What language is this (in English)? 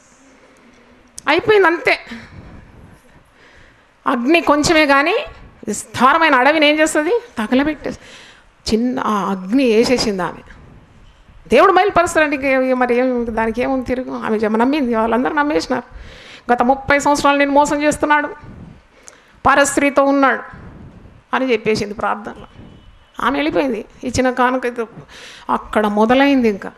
Telugu